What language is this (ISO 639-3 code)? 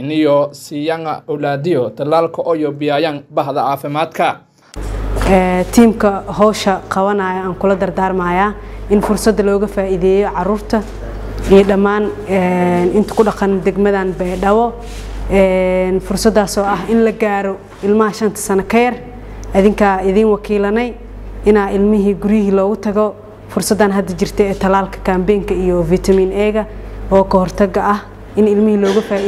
som